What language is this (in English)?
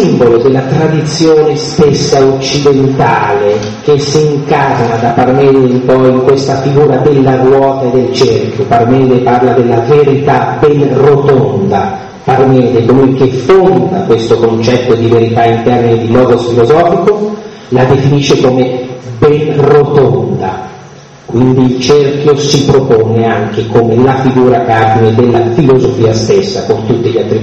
Italian